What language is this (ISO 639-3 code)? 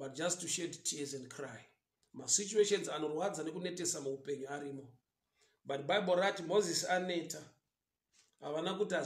sna